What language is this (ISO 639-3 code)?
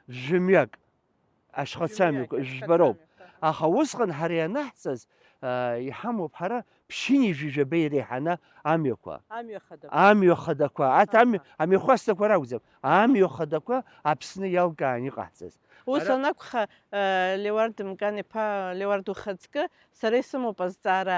abk